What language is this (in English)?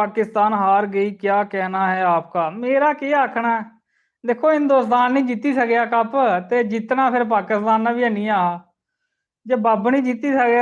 Dogri